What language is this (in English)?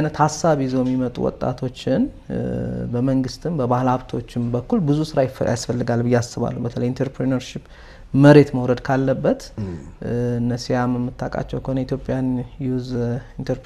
Amharic